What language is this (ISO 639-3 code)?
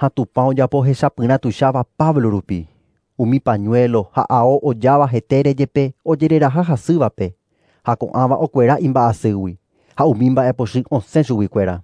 grn